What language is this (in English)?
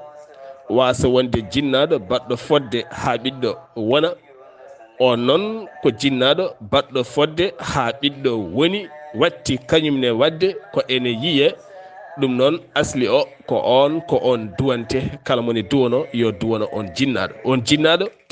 Fula